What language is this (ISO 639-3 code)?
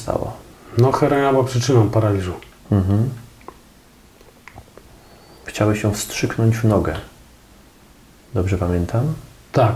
pol